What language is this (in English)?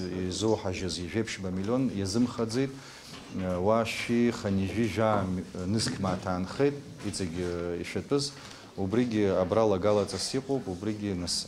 Abkhazian